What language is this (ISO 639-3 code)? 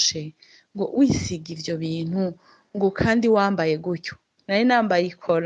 run